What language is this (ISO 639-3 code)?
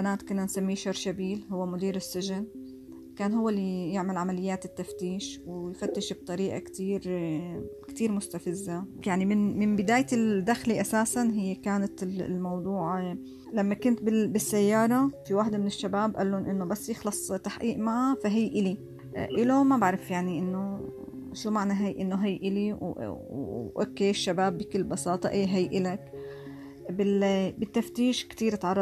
apc